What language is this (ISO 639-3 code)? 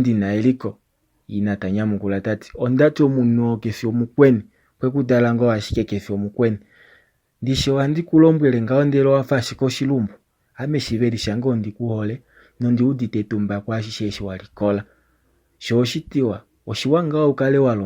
kua